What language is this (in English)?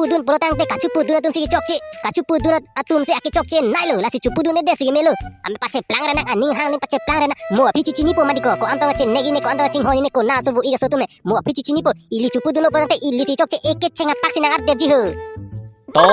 Karbi